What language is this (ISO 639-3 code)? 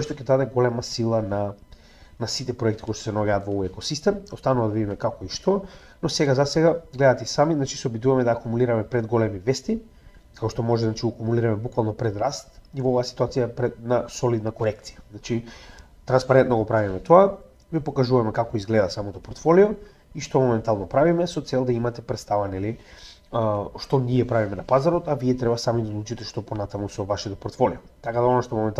mkd